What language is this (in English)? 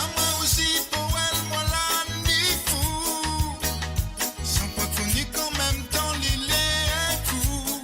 Morisyen